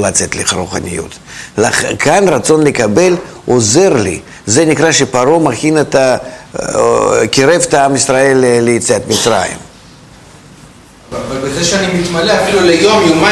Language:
Hebrew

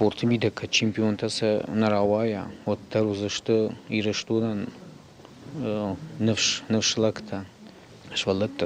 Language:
Ossetic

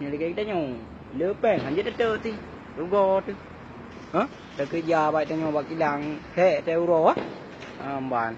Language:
Achinese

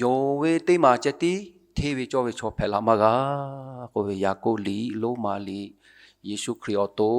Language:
Lahu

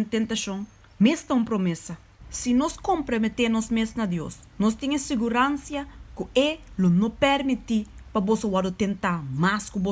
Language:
Papiamento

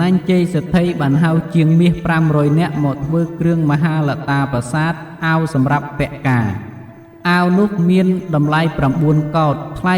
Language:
Khmer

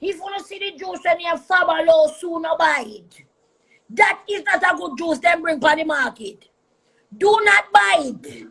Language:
Jamaican Creole English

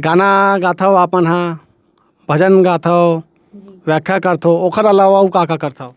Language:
Chhattisgarhi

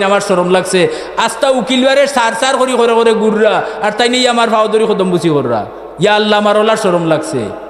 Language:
Sylheti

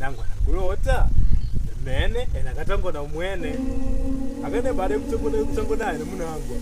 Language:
Makonde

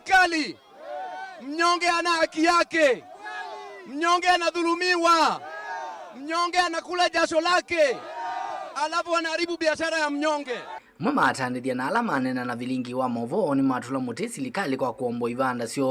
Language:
Kamba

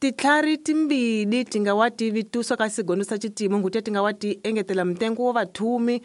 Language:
Tsonga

